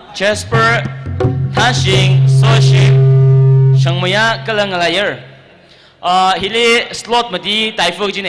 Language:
Tangkhul Naga (India)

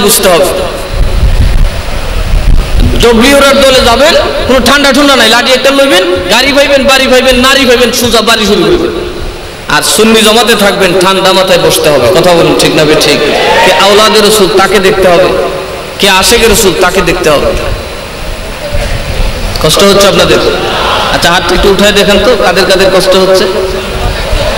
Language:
Bangla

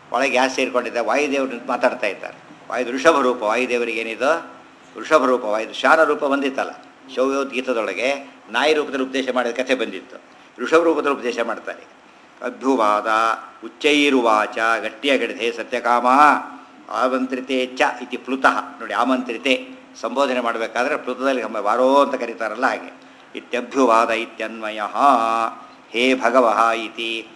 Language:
Kannada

